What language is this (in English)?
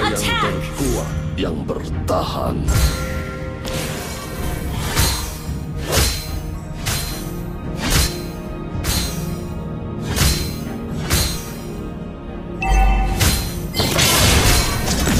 Indonesian